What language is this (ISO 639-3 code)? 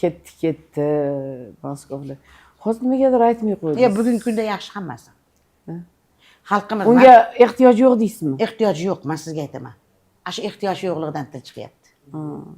uzb